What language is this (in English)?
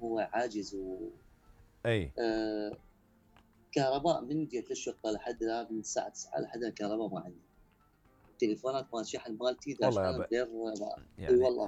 Mesopotamian Arabic